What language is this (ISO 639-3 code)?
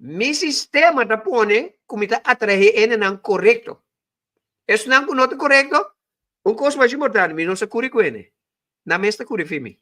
pap